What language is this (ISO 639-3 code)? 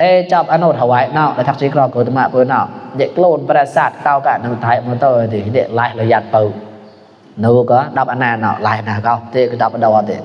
mnw